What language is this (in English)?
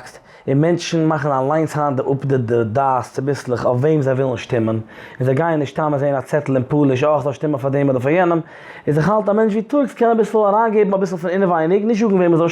Yiddish